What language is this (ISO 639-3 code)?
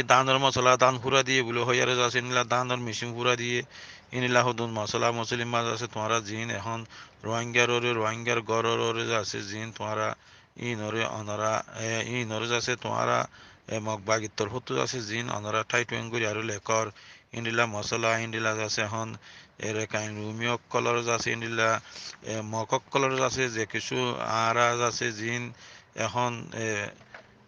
rhg